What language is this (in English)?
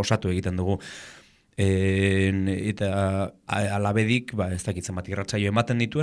Basque